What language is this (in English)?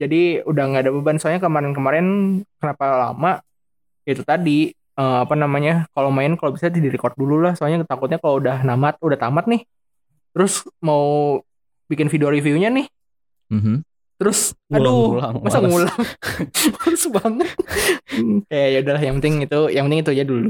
Indonesian